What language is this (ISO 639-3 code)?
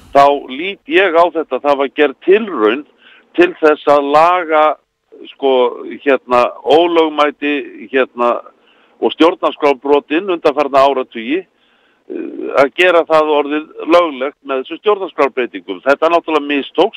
isl